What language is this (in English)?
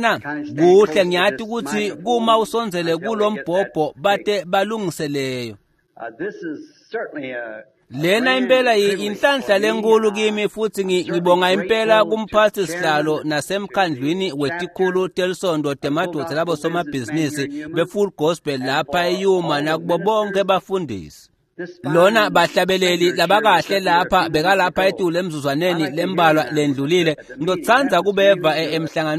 Swati